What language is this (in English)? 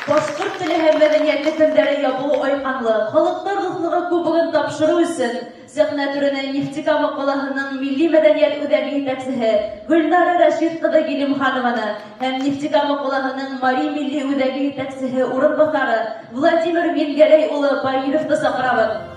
Bashkir